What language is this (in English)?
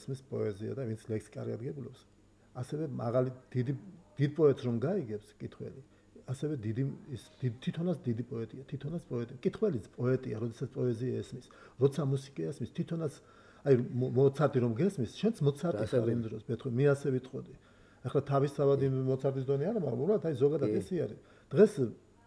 Georgian